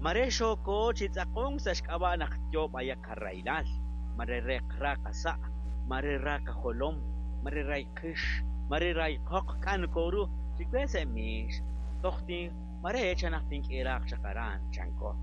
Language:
Kekchí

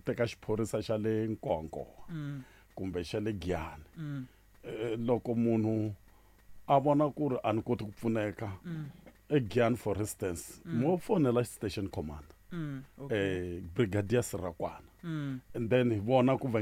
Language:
Tsonga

